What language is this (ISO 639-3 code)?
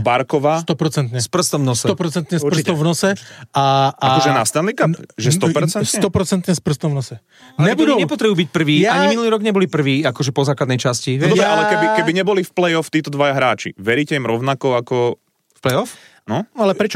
slk